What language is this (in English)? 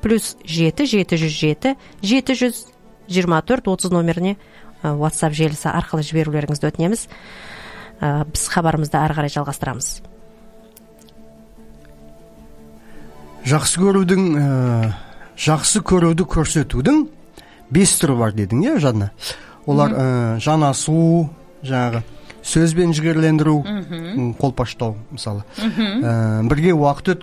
Kazakh